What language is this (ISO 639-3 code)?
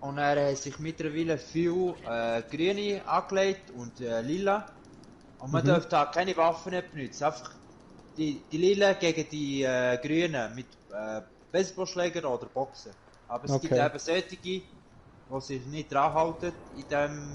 gsw